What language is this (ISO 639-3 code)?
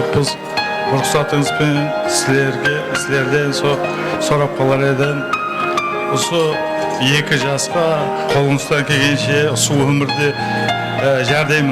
kaa